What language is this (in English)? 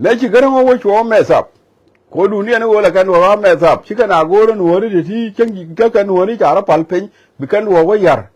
Nuer